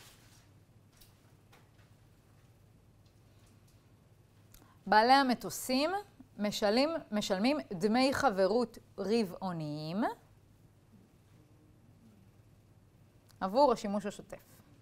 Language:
Hebrew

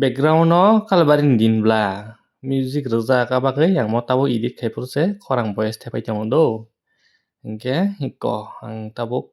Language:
Kok Borok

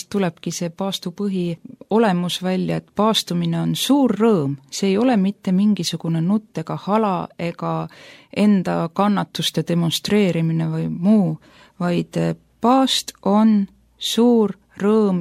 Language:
Estonian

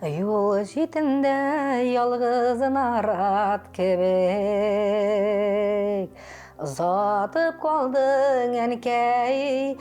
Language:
Tatar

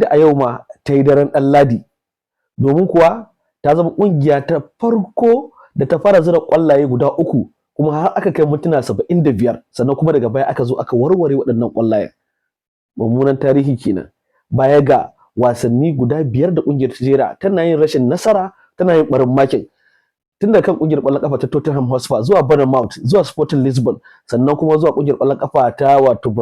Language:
Hausa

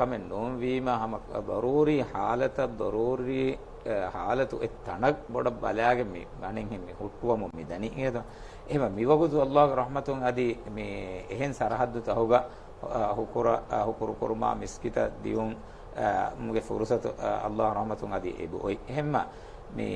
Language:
Divehi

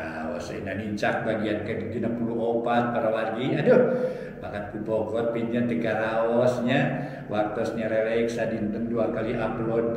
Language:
Sundanese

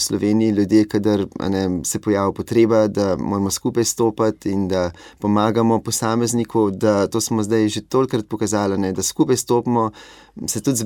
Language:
Slovenian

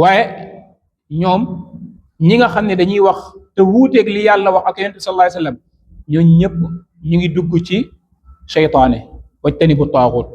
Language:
Wolof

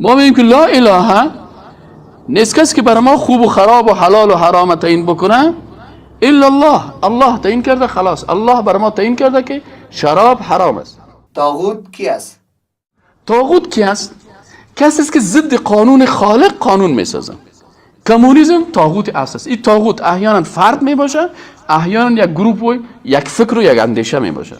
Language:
Persian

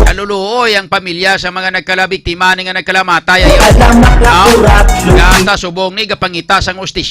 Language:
Hiligaynon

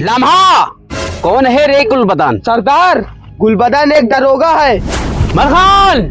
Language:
Awadhi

